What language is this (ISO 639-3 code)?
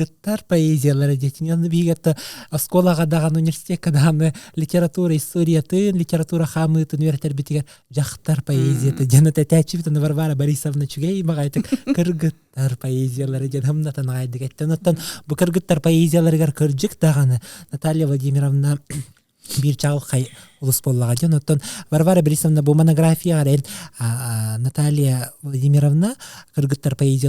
sah